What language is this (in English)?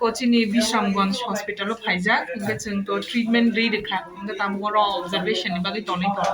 Kok Borok